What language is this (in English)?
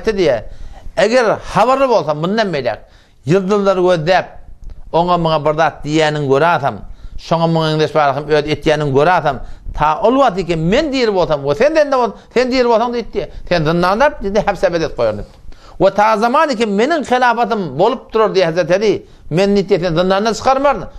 Turkmen